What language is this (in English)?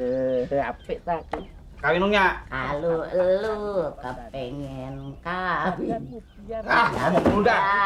Betawi